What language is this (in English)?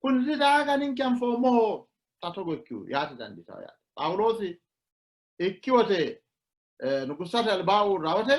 Sidamo